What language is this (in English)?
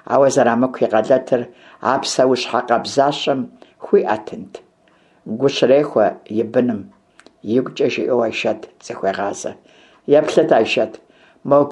Kabardian